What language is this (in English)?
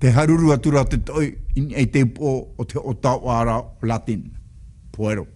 Tahitian